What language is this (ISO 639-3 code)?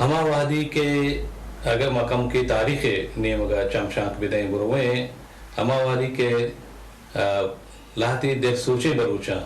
bal